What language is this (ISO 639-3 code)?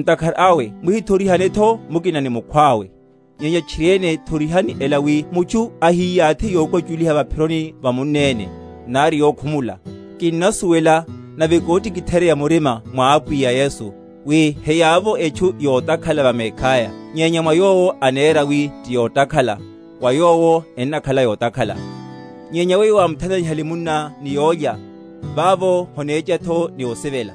vmw